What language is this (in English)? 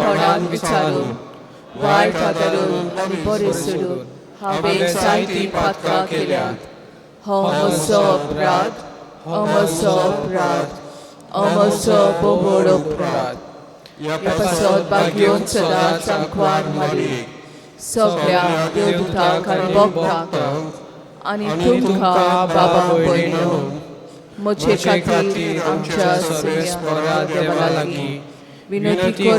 Konkani